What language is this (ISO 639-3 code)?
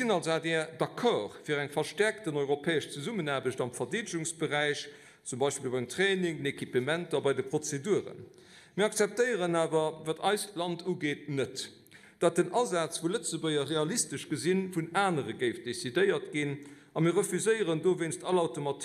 ltz